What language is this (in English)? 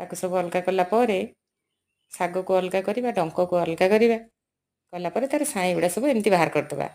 Odia